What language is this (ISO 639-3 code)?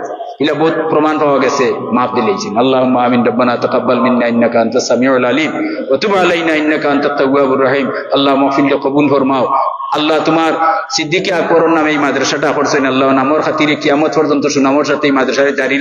syl